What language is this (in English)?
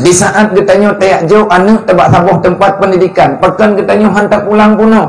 Achinese